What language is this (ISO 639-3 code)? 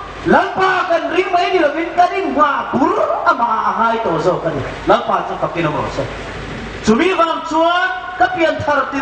hmr